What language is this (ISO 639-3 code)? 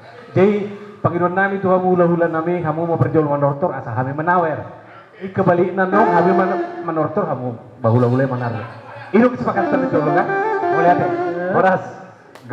bbc